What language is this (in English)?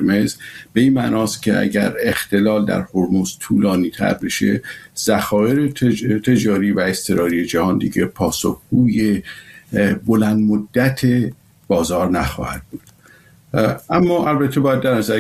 Persian